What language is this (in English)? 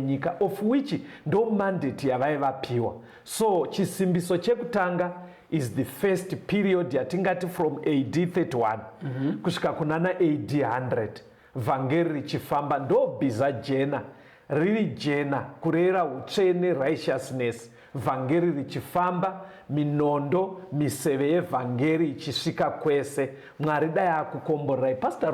Shona